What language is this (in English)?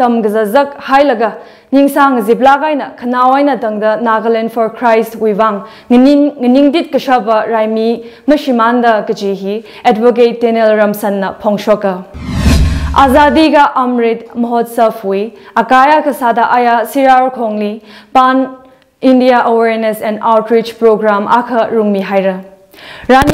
Tangkhul Naga (India)